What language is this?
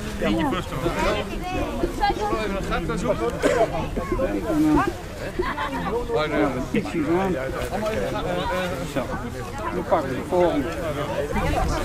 Dutch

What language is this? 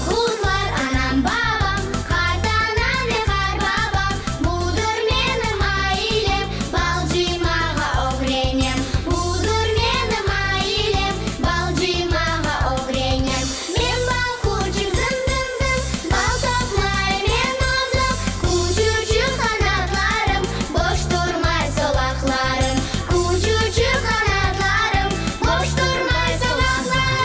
Crimean Tatar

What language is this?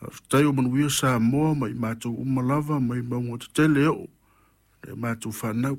Samoan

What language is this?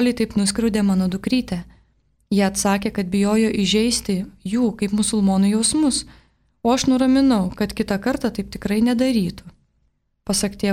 Lithuanian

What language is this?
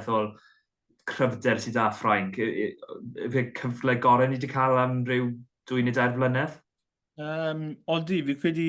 Welsh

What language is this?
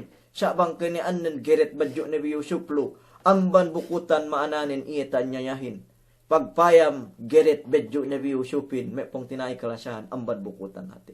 Yakan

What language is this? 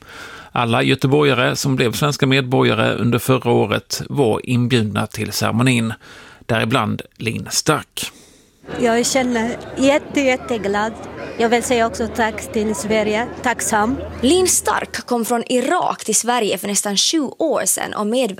Swedish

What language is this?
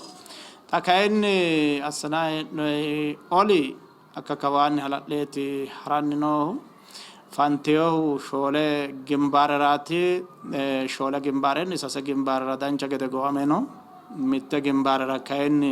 Sidamo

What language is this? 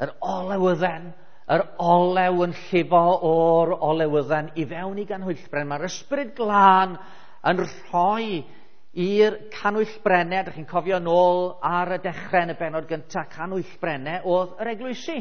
Welsh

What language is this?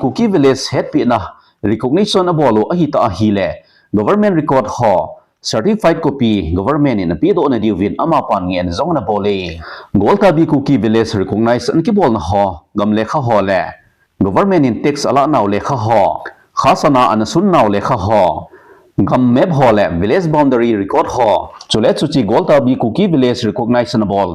Thado Chin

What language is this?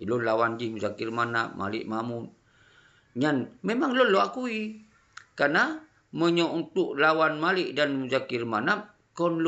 Achinese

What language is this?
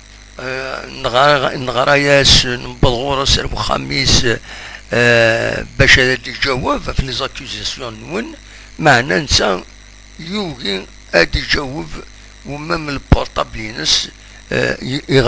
Kabyle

